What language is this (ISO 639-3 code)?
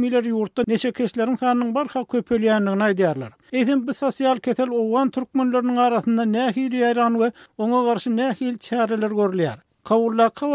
tuk